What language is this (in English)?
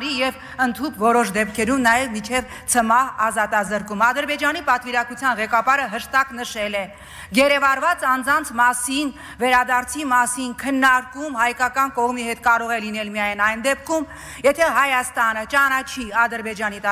Armenian